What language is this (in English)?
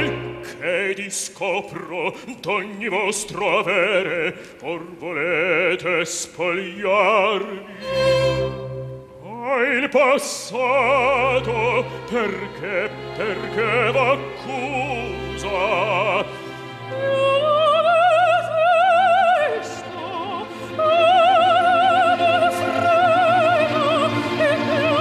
Italian